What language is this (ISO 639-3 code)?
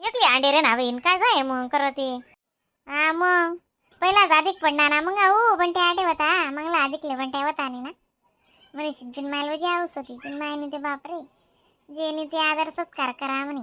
khn